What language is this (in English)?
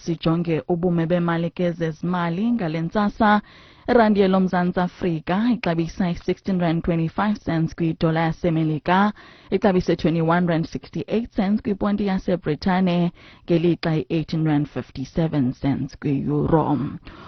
Xhosa